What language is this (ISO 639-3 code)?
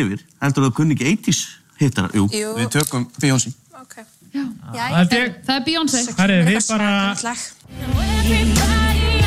isl